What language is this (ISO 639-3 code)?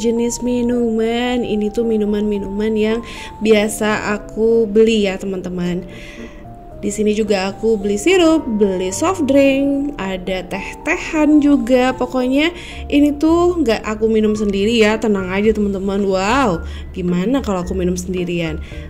ind